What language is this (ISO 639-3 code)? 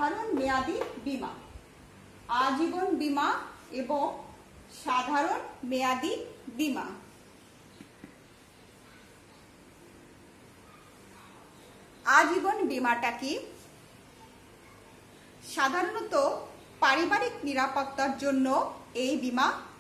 ben